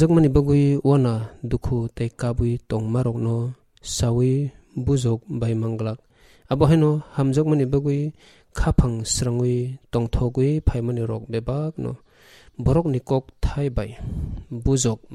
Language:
Kok Borok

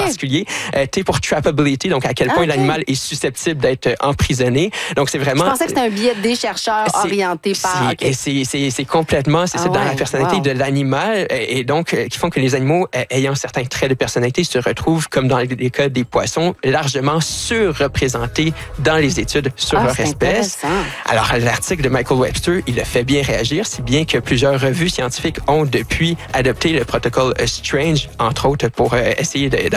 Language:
French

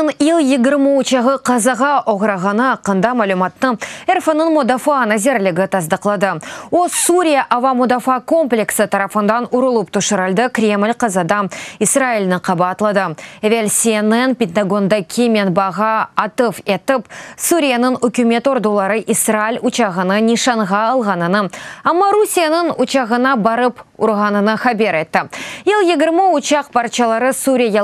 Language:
Crimean Tatar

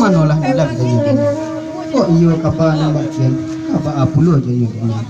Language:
Minangkabau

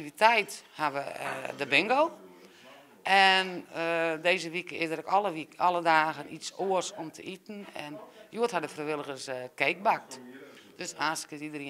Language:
Western Frisian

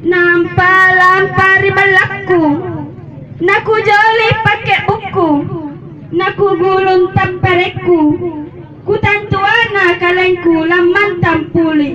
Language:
Makasar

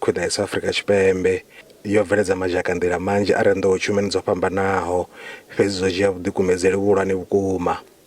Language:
Venda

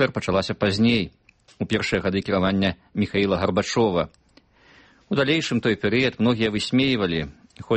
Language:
Belarusian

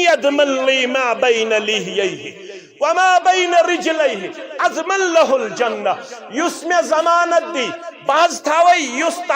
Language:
Kashmiri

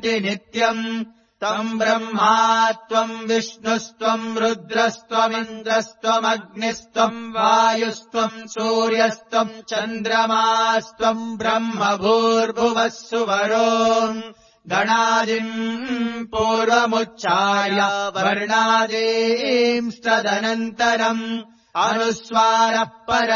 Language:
Sanskrit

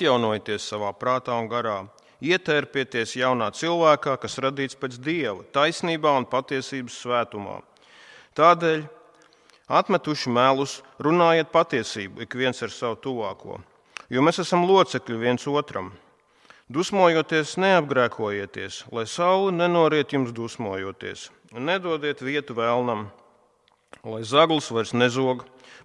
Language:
Latvian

